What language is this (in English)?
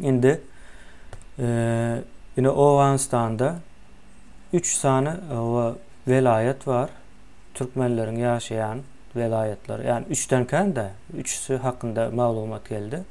Turkmen